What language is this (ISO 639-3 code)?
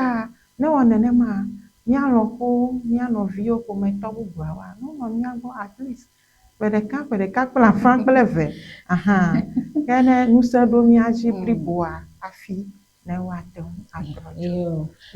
ewe